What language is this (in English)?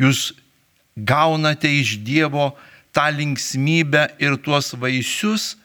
Lithuanian